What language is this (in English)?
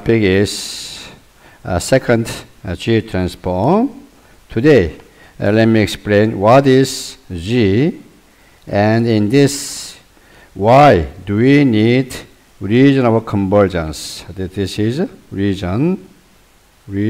English